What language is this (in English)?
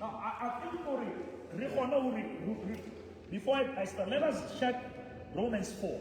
Southern Sotho